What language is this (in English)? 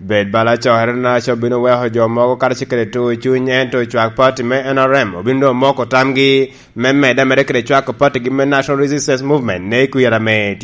Lango (Uganda)